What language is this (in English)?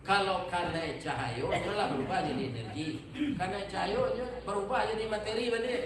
Minangkabau